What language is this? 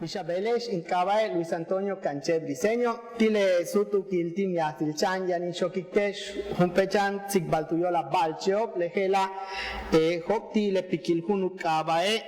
Yucateco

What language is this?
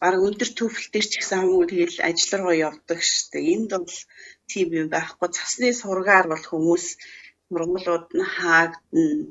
Mongolian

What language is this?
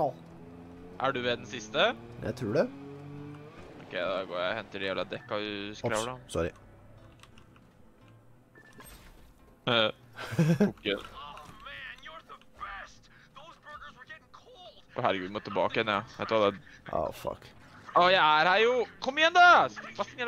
Norwegian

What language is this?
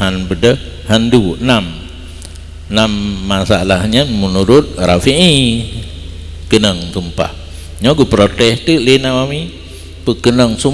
Achinese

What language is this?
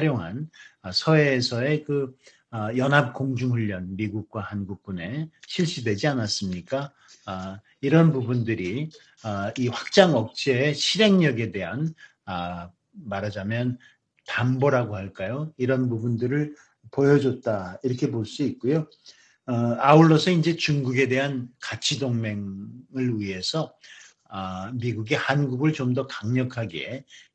Korean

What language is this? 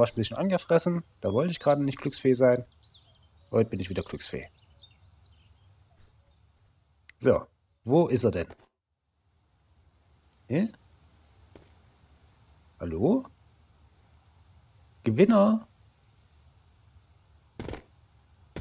German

